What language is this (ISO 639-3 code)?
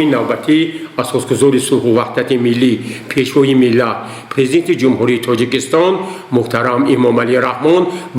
tgk